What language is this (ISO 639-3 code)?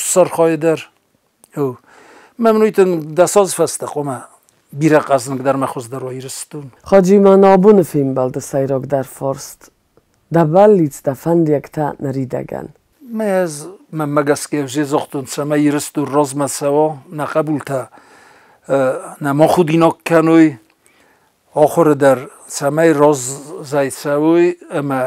oss